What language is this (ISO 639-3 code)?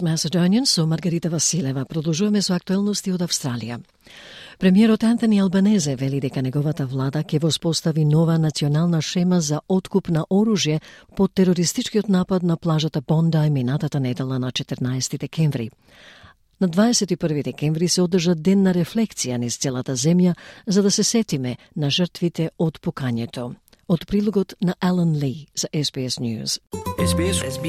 mkd